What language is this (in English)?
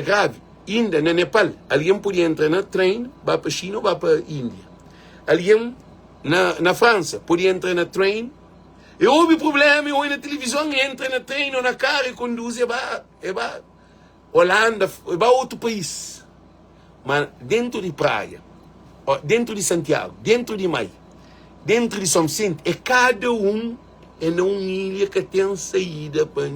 Kabuverdianu